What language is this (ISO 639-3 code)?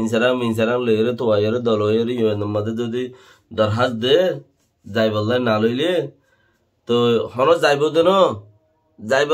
rhg